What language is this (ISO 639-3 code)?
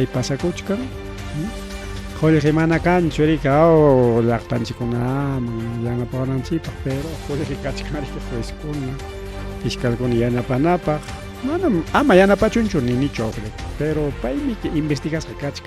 quy